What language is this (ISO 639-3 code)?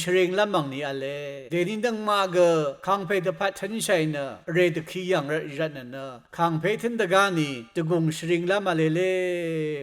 raw